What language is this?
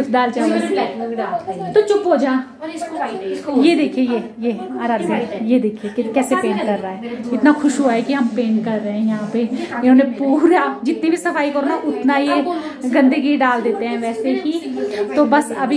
Hindi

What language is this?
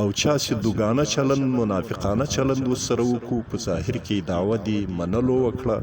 Pashto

